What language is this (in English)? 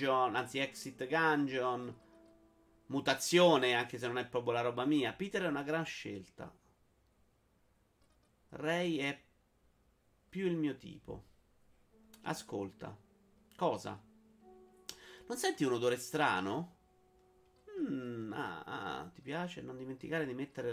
Italian